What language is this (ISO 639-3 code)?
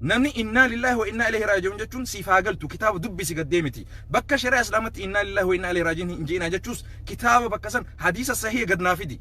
orm